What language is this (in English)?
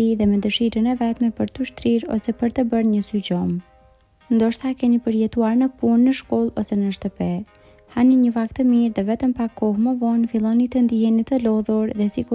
Albanian